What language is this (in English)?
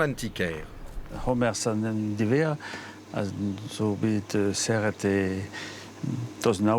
Breton